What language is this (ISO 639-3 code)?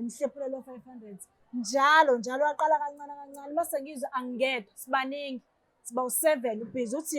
zul